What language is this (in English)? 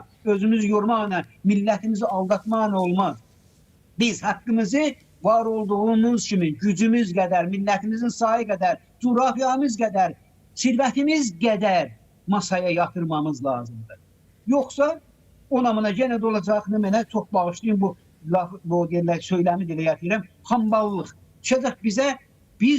Azerbaijani